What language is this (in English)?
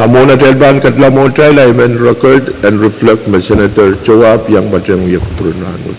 Pohnpeian